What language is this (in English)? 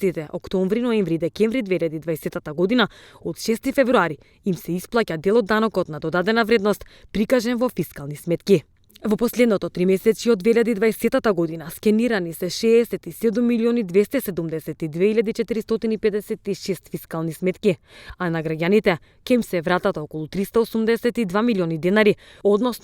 Macedonian